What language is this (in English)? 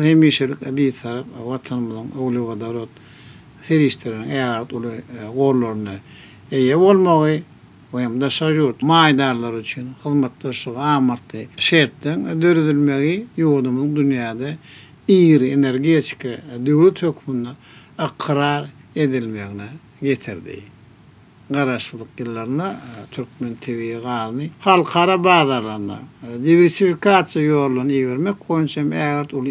Turkmen